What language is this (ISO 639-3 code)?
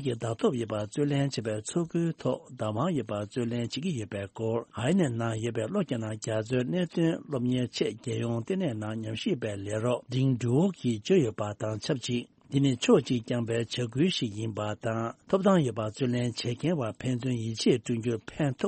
bod